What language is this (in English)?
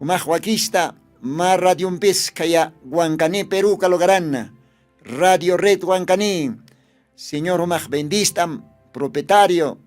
Aymara